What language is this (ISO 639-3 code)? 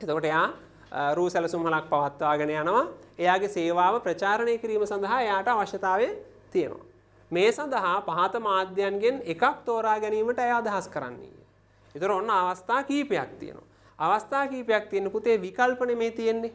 sin